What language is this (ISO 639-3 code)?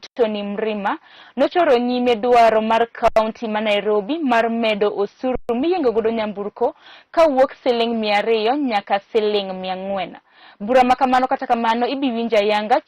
luo